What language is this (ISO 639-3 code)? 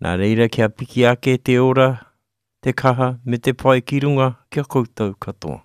mri